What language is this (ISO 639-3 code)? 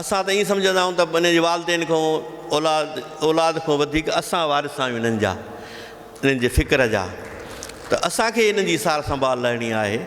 snd